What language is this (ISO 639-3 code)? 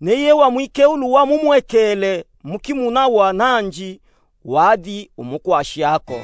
lub